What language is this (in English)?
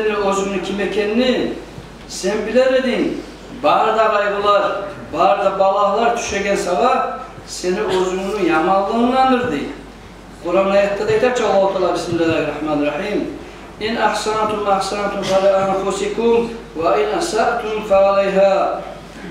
Kumyk